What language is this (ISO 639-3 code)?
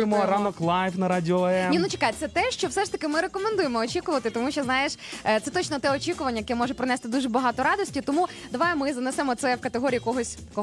ukr